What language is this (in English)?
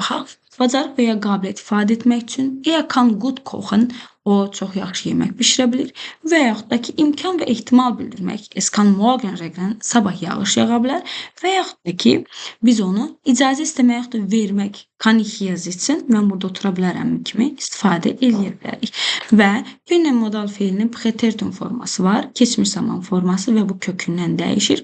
Azerbaijani